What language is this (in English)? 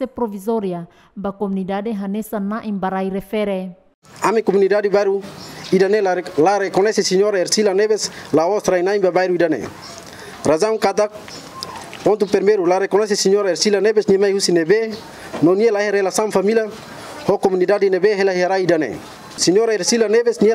Tetum